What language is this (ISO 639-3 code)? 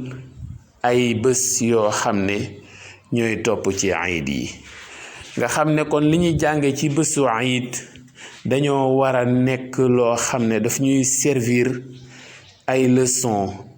wol